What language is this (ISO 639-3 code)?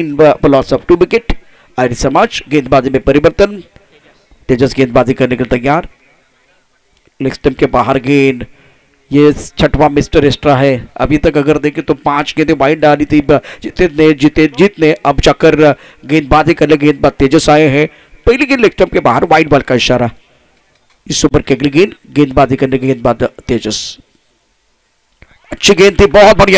hin